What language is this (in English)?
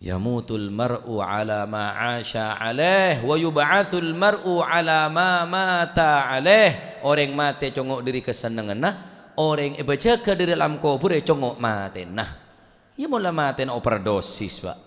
Madurese